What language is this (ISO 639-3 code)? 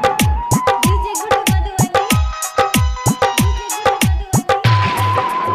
mai